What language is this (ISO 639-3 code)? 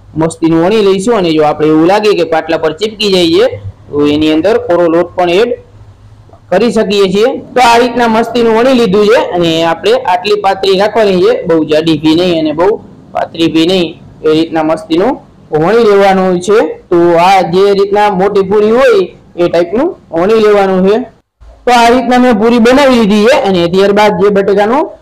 guj